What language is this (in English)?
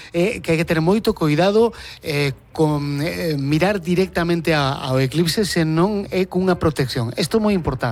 Galician